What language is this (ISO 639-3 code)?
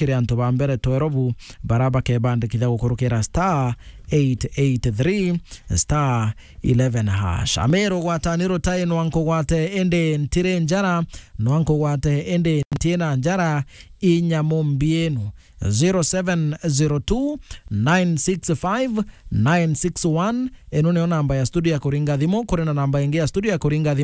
mer